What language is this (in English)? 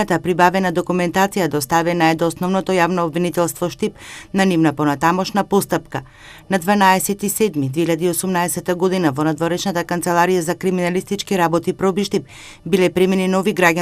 Macedonian